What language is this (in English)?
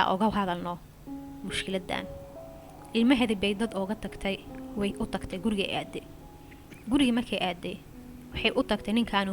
Somali